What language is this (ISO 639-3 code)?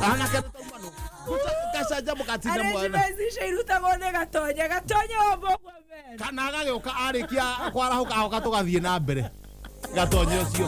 kik